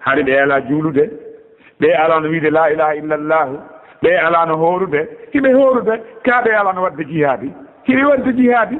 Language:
Pular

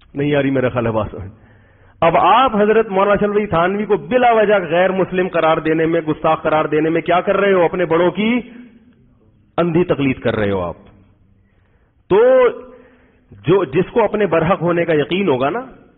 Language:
Urdu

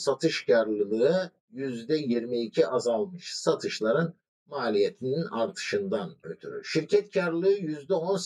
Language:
Turkish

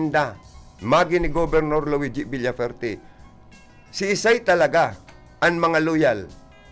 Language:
Bikol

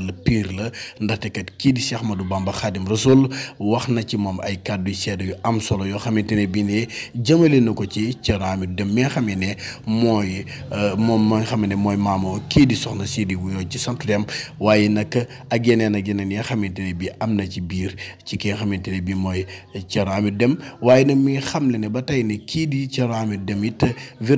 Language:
Wolof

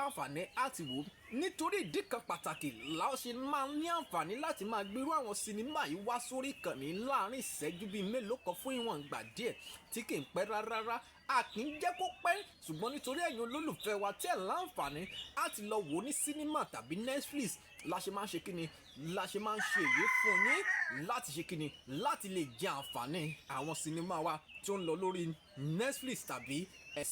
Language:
Yoruba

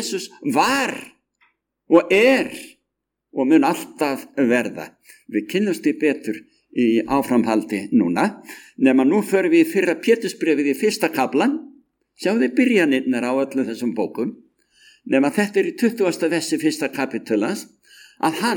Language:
Icelandic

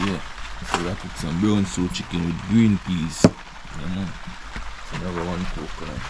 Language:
Jamaican Creole English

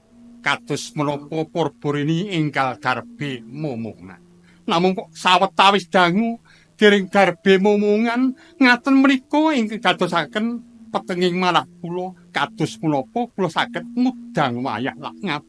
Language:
Javanese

